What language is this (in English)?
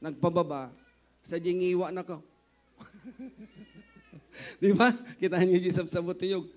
Iloko